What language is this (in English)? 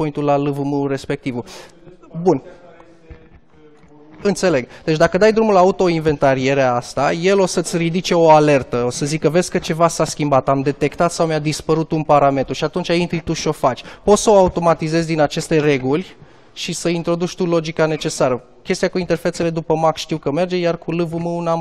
Romanian